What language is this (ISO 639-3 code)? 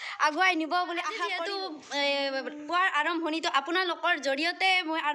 asm